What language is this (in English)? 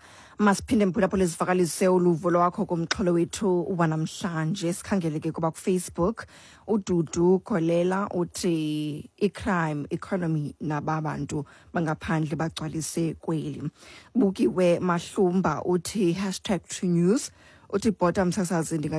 Xhosa